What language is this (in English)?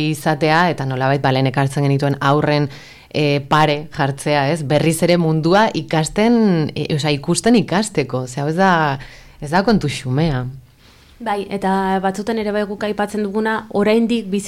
Basque